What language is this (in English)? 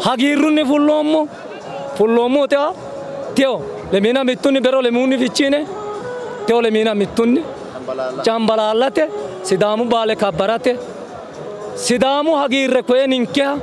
Sidamo